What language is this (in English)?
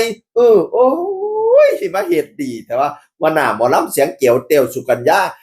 Northeastern Thai